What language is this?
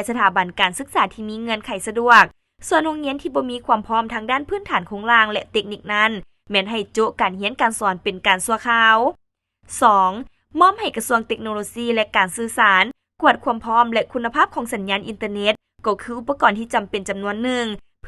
Lao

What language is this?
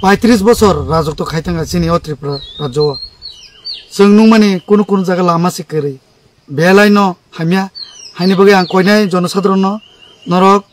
Kok Borok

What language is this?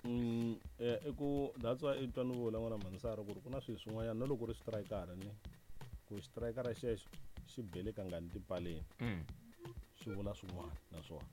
Tsonga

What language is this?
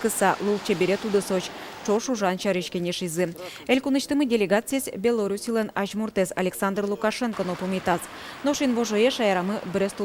Udmurt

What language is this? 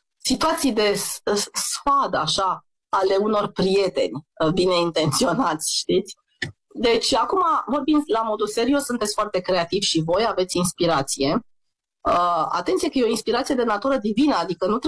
Romanian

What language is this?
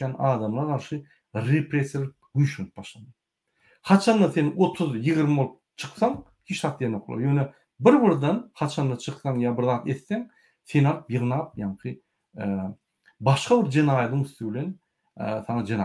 Turkmen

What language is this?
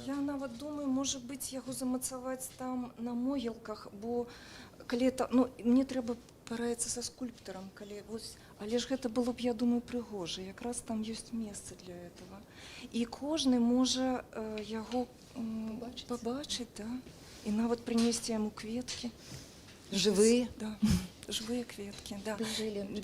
Belarusian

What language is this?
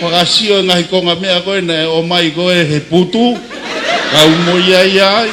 Tongan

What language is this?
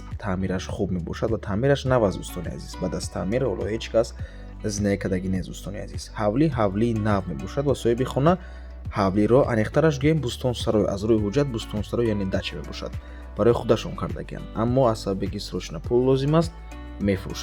Tajik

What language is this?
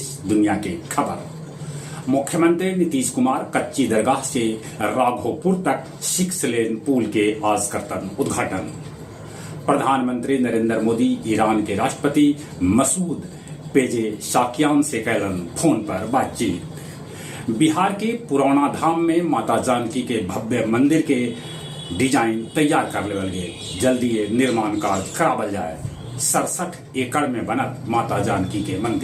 Magahi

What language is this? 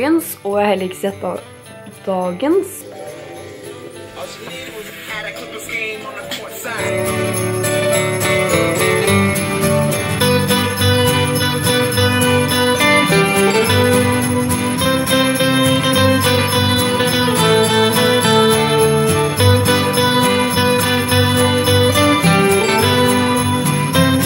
Norwegian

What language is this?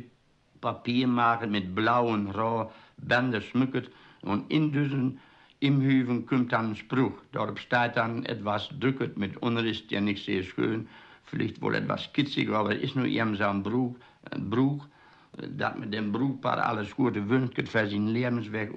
Westphalien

